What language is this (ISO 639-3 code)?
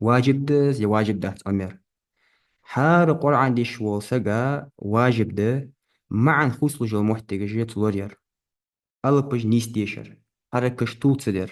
inh